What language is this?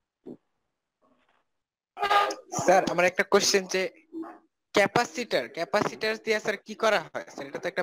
Bangla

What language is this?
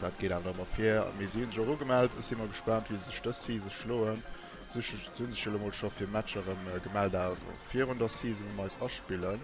Luxembourgish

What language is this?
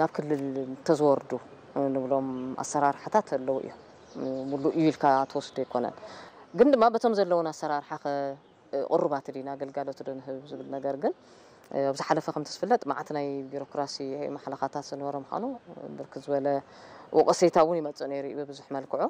Tigrinya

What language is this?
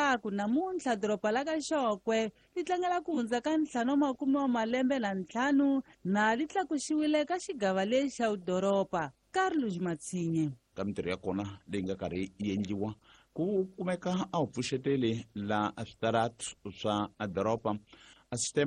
Tsonga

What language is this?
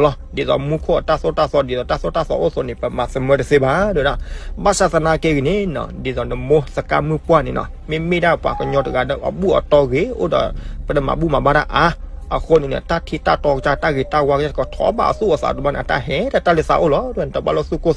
S'gaw Karen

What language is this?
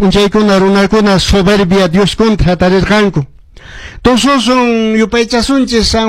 Quechua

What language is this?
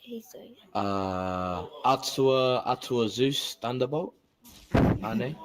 Māori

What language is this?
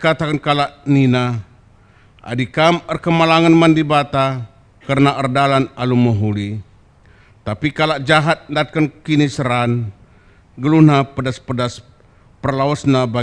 Batak Karo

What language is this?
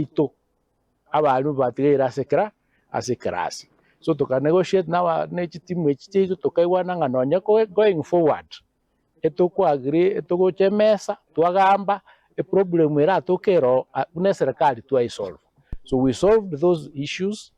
Gusii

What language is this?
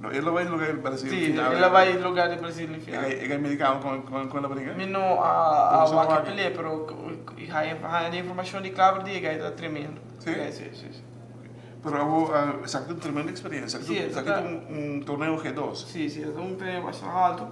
Papiamento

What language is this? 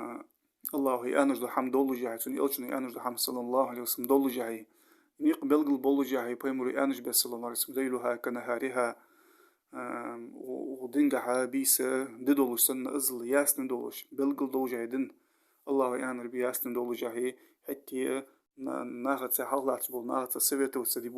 Ingush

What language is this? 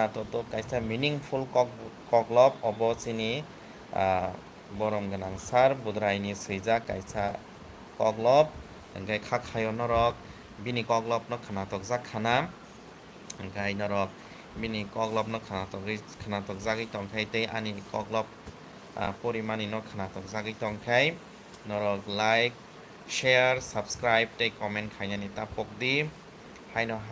Kok Borok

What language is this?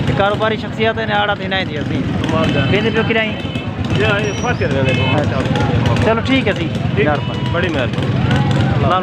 Saraiki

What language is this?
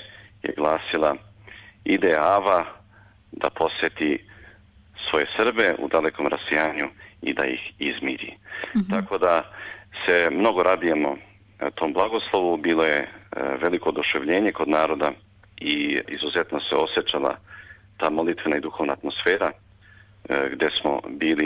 Serbian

